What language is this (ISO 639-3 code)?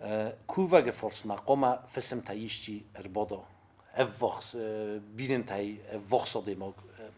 oss